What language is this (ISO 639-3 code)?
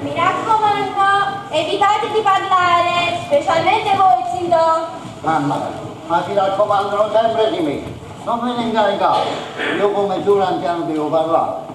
nap